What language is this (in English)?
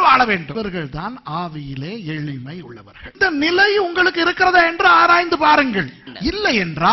Tamil